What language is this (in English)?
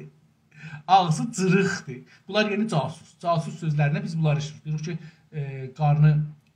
South Azerbaijani